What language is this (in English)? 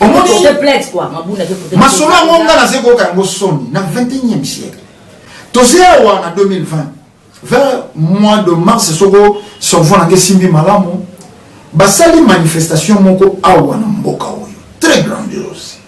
Lingala